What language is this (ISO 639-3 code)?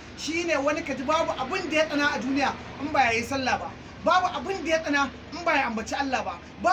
hau